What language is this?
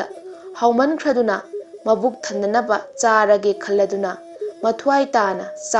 Manipuri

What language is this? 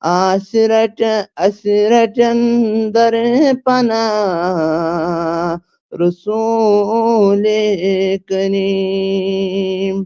Kashmiri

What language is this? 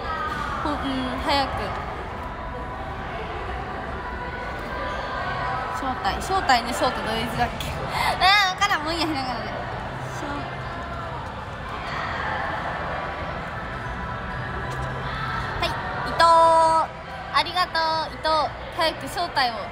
Japanese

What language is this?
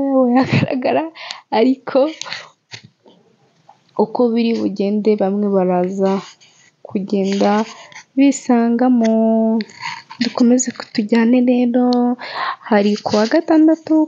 Kinyarwanda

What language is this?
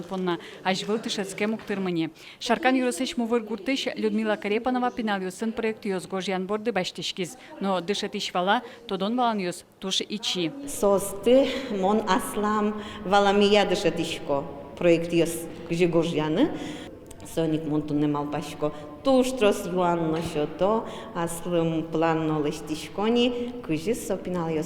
Udmurt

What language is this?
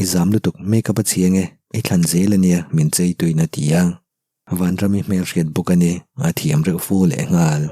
Mizo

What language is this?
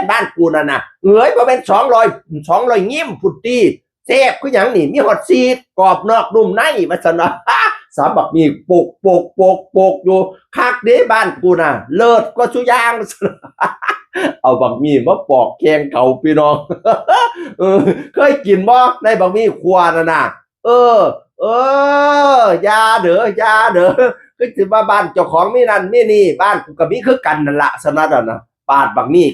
Northeastern Thai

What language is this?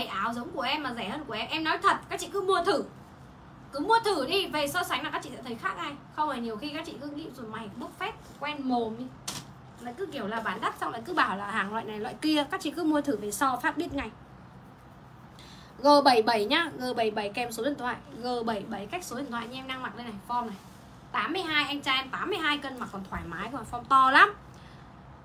Vietnamese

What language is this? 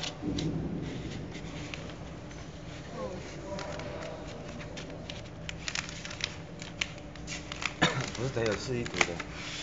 Chinese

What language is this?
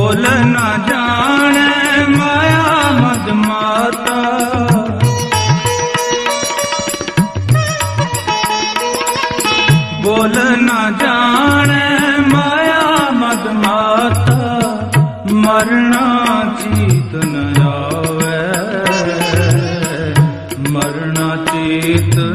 Punjabi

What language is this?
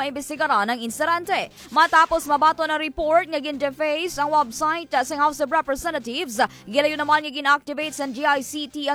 Hiligaynon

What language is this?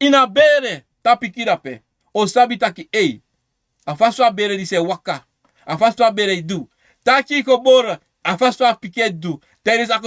Sranan Tongo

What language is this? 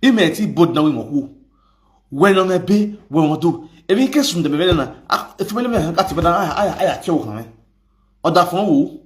Nigerian Pidgin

